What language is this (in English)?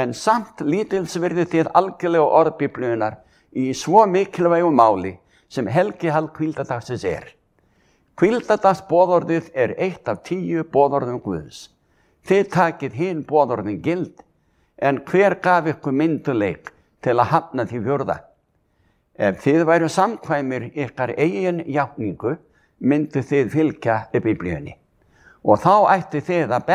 Icelandic